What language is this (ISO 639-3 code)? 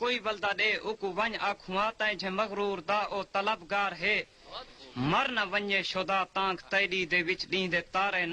skr